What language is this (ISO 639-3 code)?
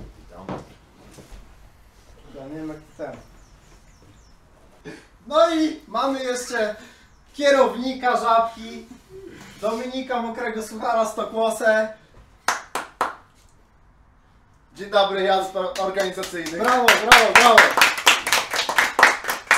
pol